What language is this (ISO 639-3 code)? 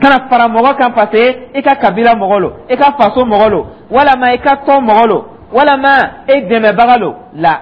dyu